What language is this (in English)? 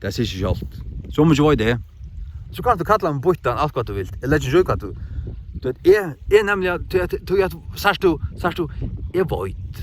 Faroese